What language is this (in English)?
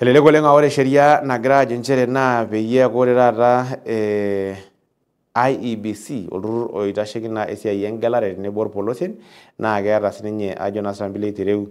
Masai